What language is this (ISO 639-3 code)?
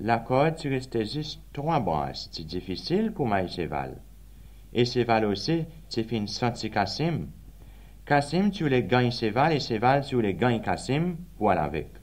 crs